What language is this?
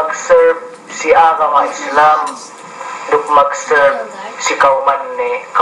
Yakan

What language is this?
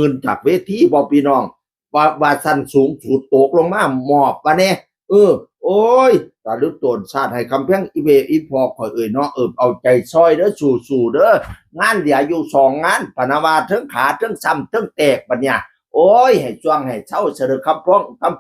Northeastern Thai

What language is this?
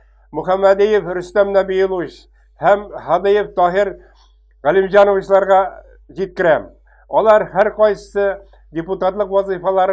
Tatar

